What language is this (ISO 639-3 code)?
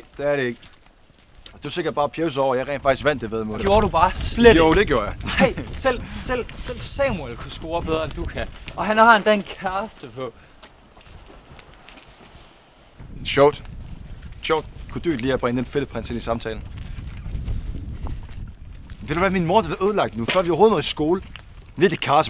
dan